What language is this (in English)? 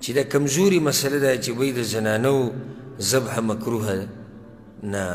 Pashto